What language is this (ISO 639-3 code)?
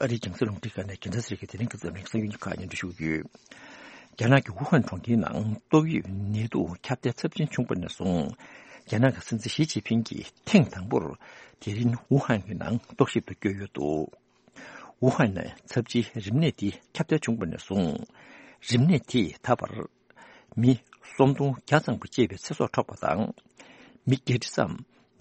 bod